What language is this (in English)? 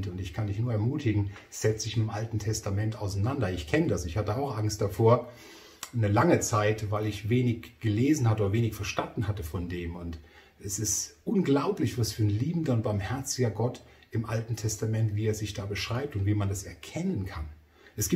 German